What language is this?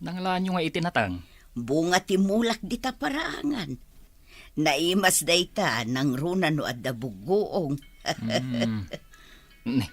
Iloko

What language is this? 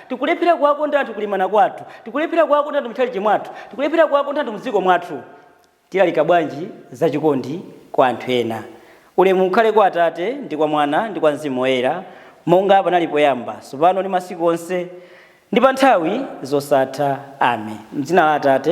Nyanja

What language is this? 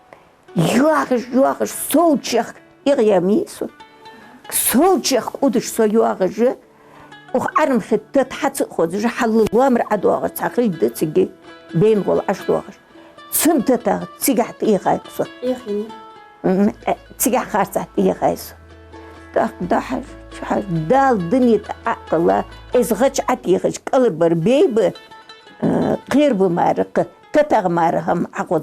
Ingush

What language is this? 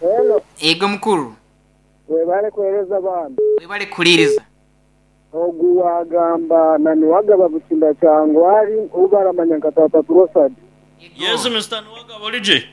Nyankole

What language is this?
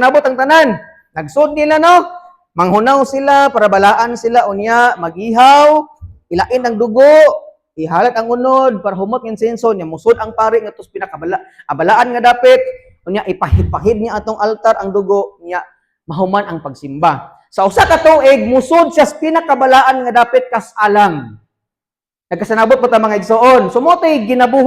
Cebuano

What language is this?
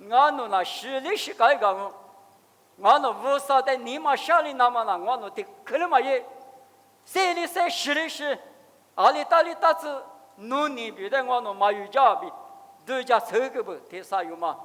Lisu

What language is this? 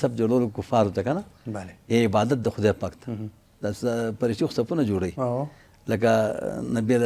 Pashto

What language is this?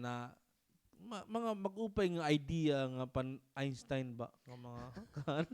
Waray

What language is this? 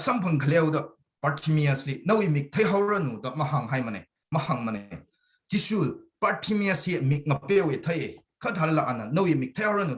Tangkhul Naga (India)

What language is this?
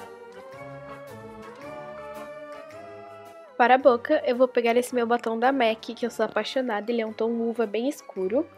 Portuguese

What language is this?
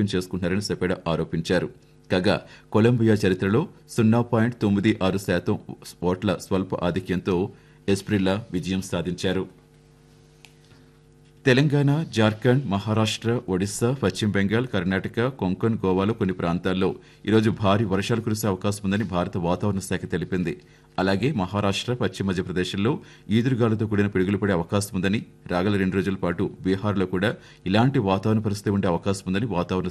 Telugu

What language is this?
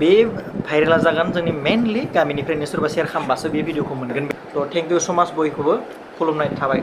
Bodo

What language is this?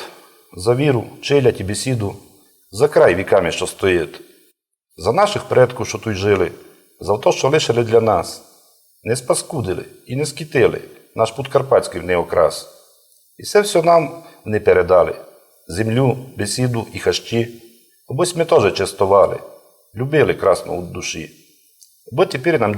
Rusyn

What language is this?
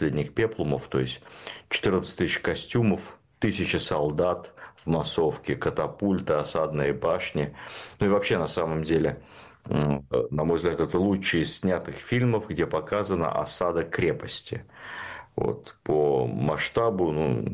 Russian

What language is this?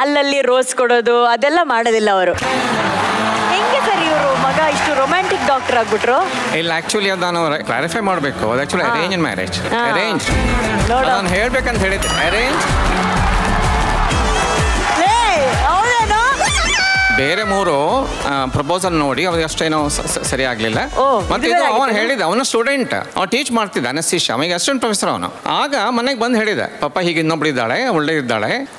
Kannada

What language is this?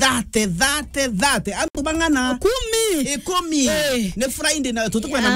Meru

